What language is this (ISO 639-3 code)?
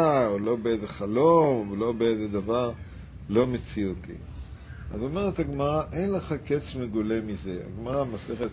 heb